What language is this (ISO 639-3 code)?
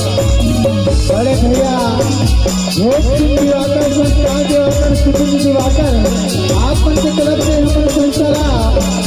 hne